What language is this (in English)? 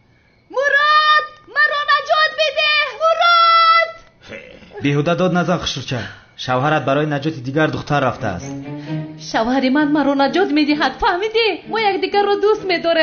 Tajik